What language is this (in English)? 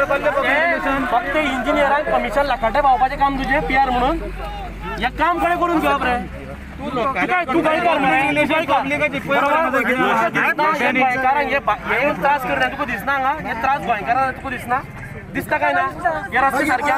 Konkani